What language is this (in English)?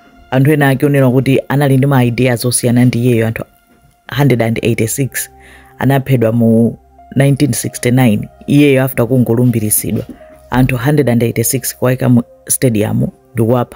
Nyanja